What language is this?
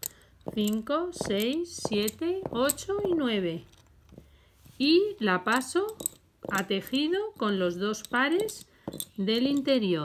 Spanish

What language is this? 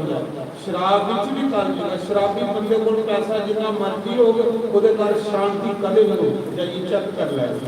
Dogri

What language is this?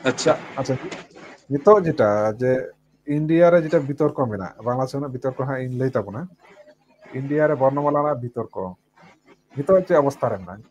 Santali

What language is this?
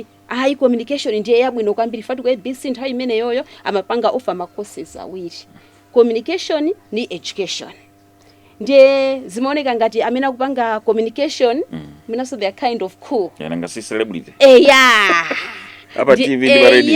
Nyanja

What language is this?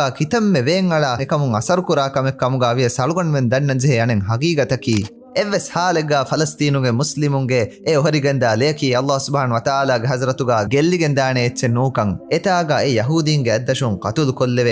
Divehi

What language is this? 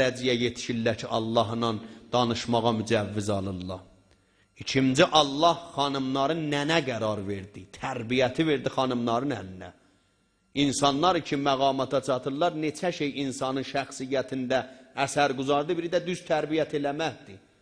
South Azerbaijani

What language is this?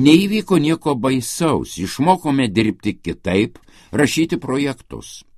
Lithuanian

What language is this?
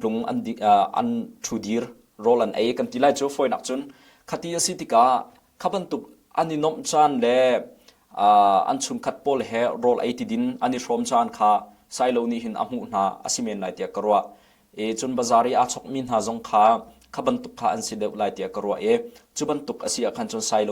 Hakha Chin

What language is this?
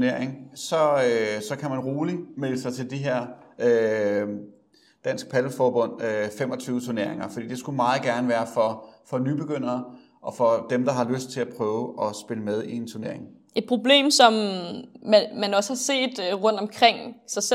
Danish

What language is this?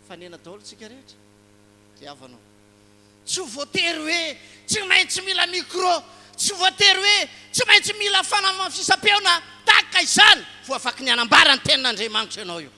Malagasy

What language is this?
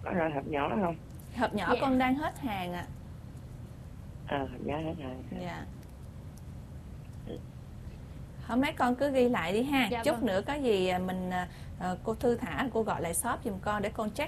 Vietnamese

